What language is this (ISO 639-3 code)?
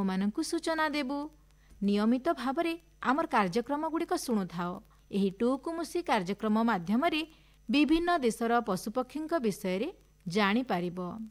ori